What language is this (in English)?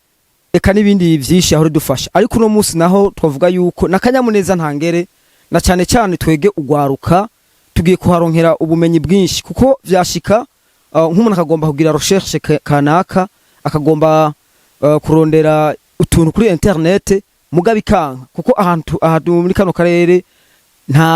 Rundi